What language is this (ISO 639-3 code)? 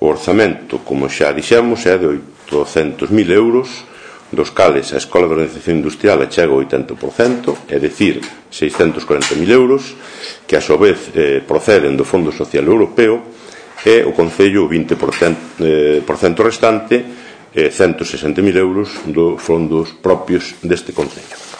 glg